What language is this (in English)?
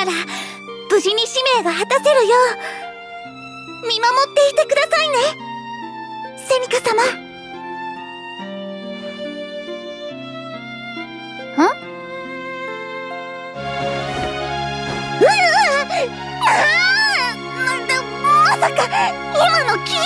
Japanese